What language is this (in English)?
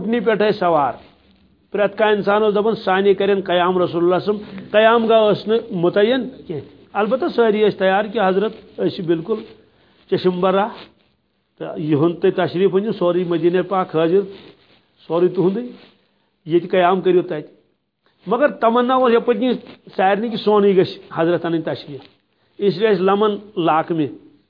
Kashmiri